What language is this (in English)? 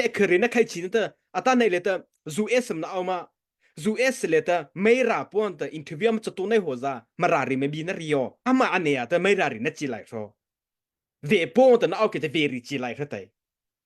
Mara Chin